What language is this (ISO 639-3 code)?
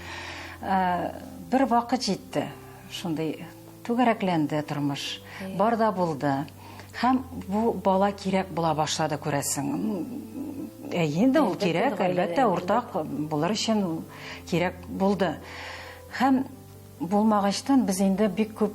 tat